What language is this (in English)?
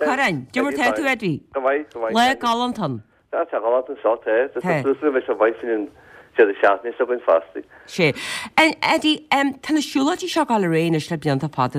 Irish